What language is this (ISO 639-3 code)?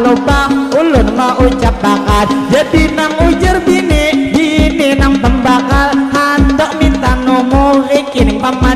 bjn